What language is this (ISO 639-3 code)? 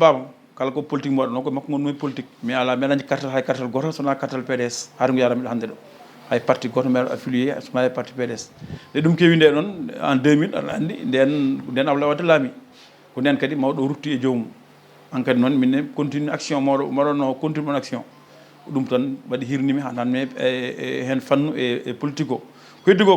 ful